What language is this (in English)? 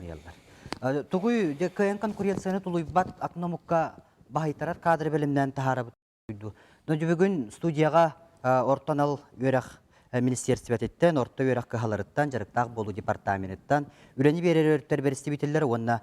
Yakut